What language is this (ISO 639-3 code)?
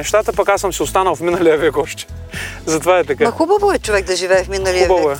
bul